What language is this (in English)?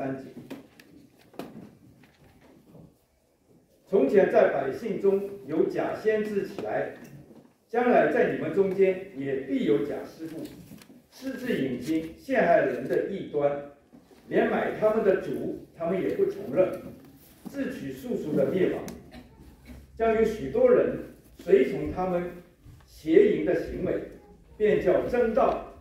Chinese